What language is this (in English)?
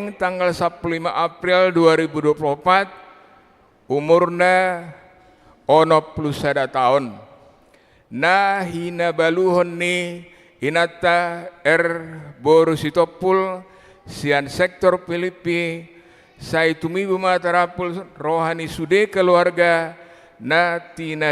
Batak Toba